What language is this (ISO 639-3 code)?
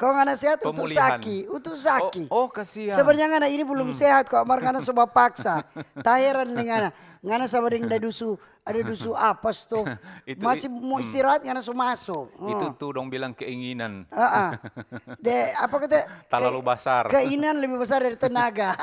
xmm